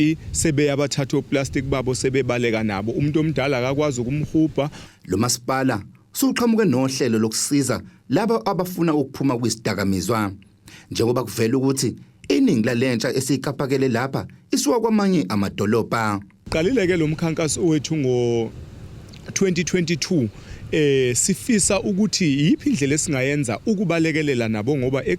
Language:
Zulu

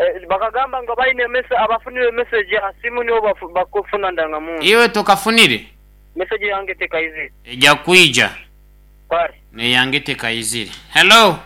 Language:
Nyoro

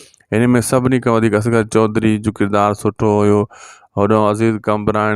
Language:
Sindhi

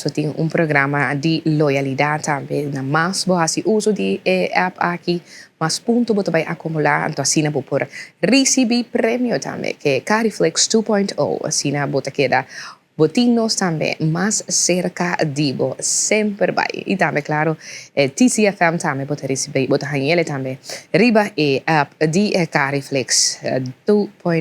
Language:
Papiamento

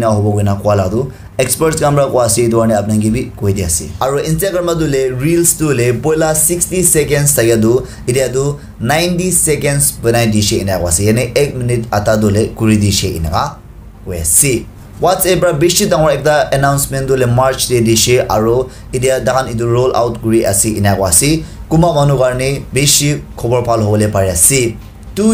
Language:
Naga Pidgin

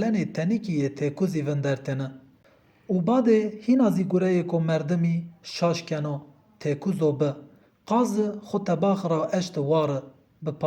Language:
Zaza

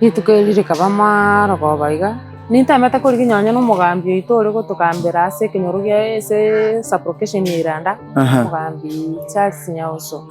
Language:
Gusii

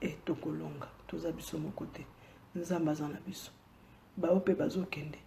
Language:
Lingala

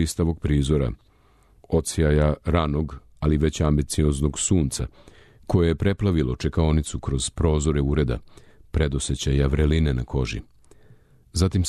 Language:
Serbian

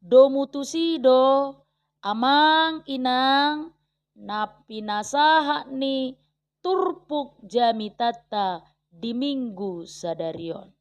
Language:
Batak Toba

